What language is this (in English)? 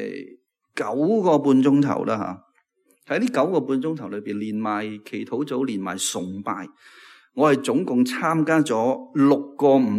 Cantonese